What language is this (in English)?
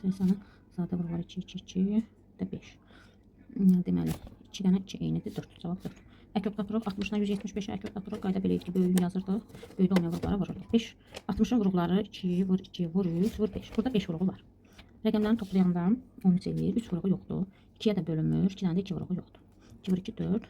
Azerbaijani